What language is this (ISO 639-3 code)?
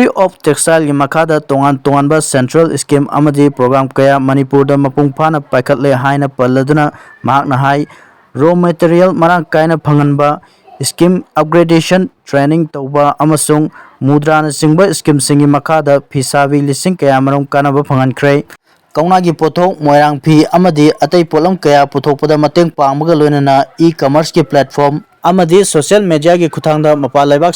mni